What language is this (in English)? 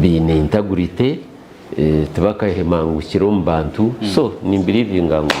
Nyankole